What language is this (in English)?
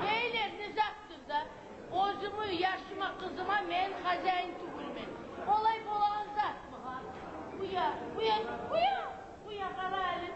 Kumyk